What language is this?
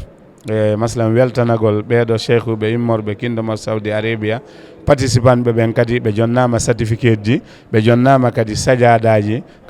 Fula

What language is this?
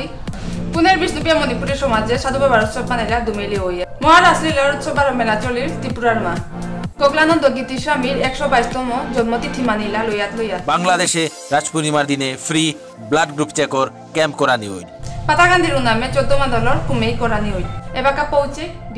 Bishnupriya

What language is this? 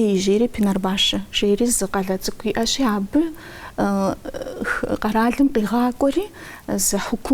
Kabardian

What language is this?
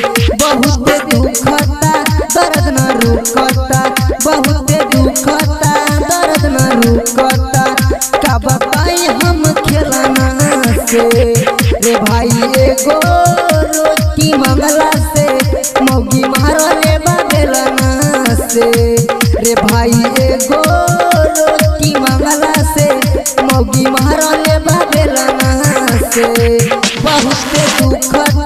Bhojpuri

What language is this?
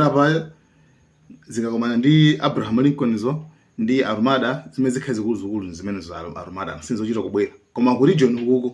Nyanja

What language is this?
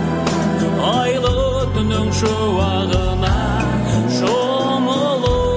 Kazakh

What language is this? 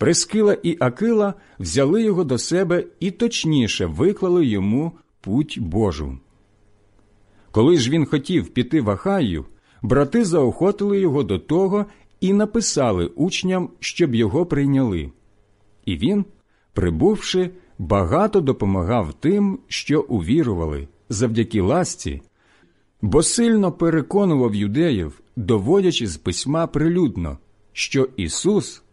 Ukrainian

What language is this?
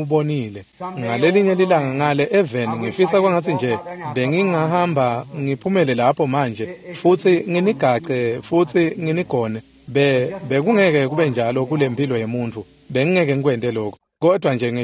Swati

